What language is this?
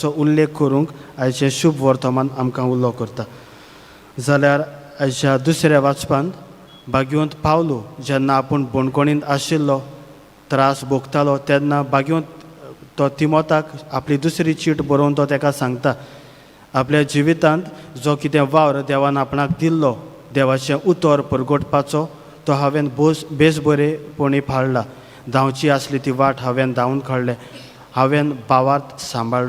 Konkani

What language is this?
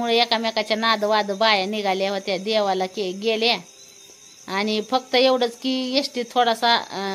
Marathi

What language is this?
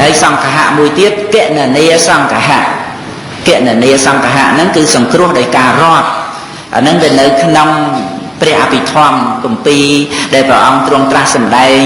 Khmer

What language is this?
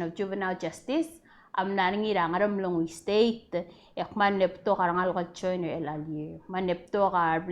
Palauan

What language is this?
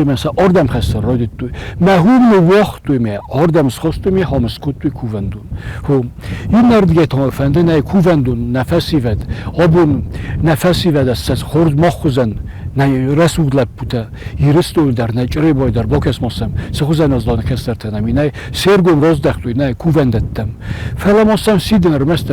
Ossetic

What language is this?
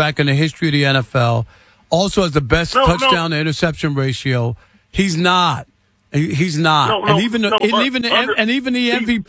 English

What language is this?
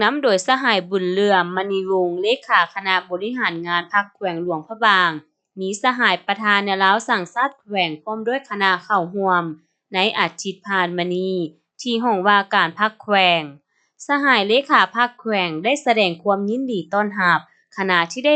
Lao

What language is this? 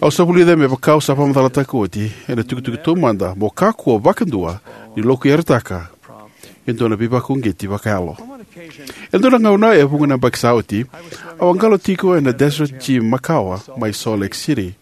Fijian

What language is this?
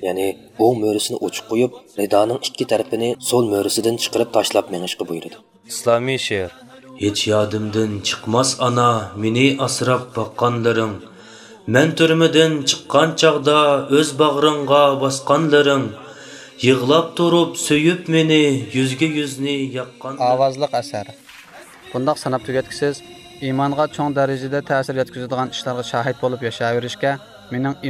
Uyghur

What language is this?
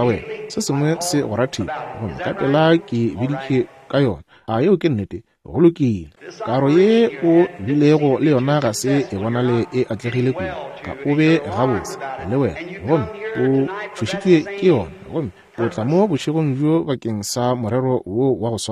Northern Sotho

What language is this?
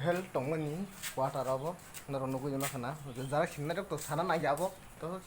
Kok Borok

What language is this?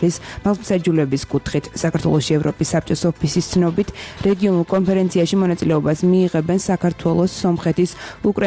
Georgian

